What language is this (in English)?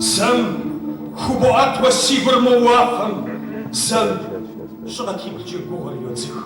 Kabardian